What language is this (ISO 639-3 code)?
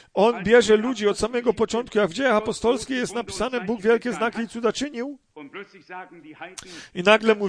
pol